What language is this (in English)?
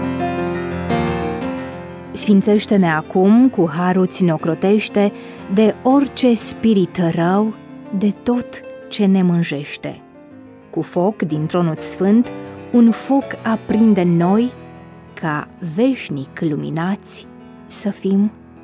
Romanian